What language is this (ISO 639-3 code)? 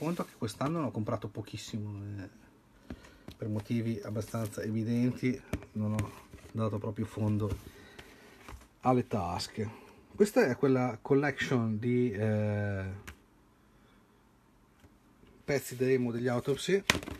ita